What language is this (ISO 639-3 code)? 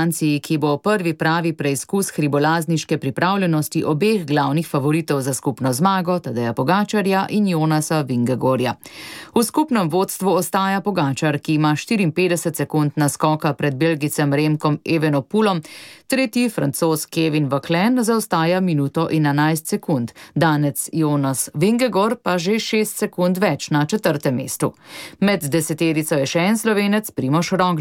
slv